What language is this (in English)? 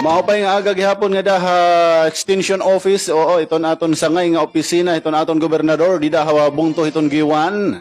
Waray